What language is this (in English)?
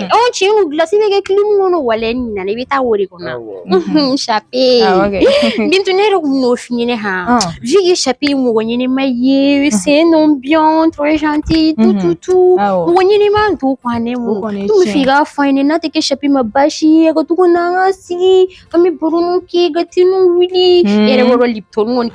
Bambara